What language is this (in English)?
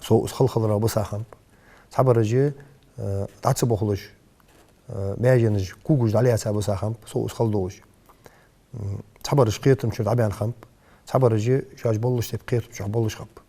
Ingush